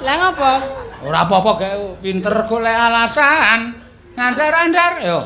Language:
Javanese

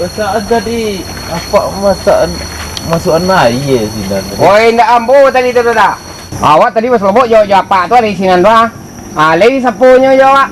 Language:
Minangkabau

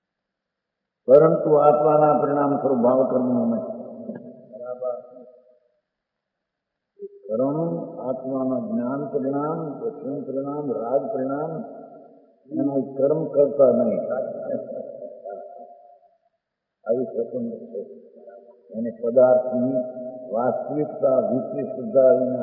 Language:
Gujarati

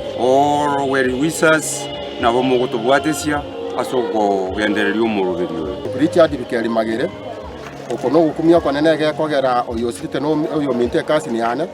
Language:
Gusii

